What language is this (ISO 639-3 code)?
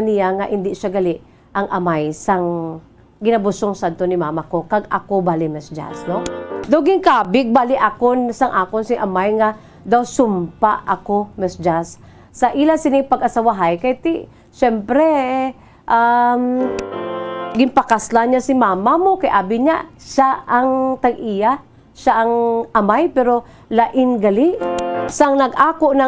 hil